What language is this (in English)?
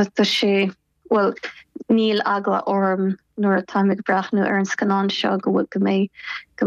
Irish